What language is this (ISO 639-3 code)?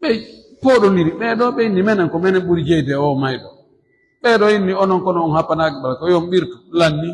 ful